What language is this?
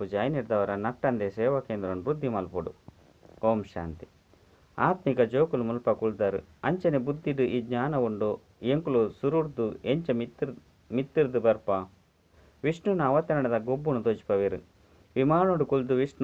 Tulu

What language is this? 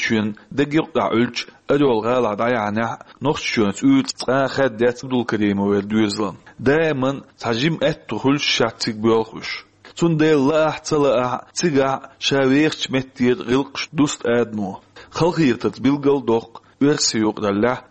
Chechen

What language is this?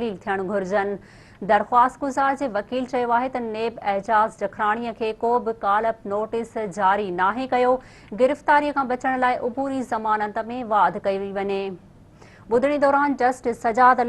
Sindhi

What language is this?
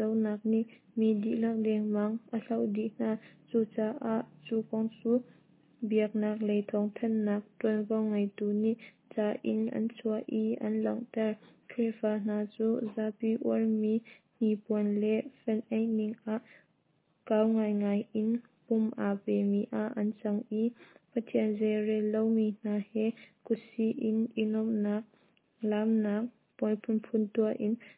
Hakha Chin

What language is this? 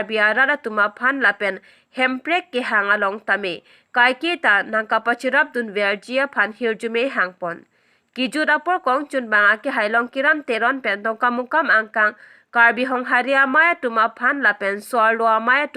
Karbi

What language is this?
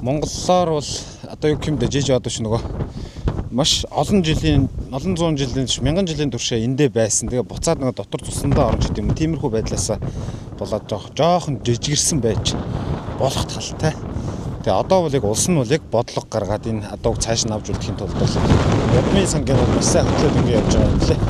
Mongolian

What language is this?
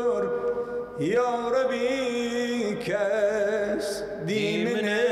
Southern Kurdish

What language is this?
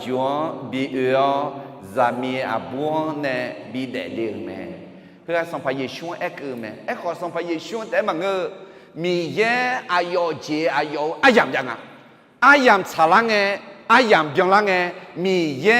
Akha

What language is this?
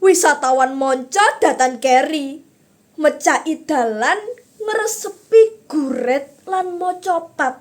Javanese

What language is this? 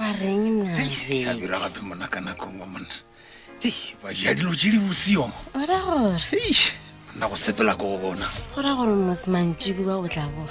Northern Sotho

